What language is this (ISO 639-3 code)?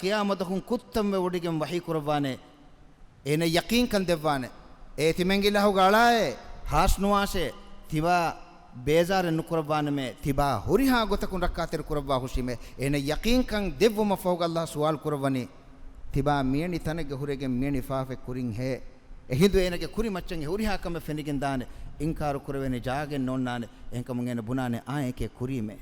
div